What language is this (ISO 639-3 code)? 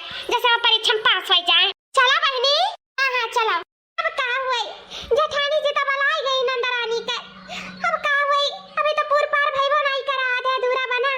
awa